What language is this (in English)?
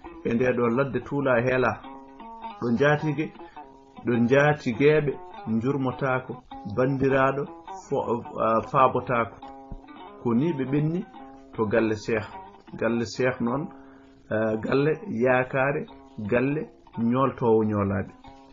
Fula